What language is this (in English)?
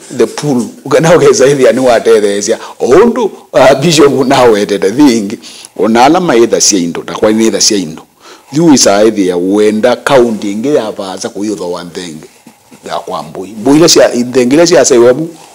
Kamba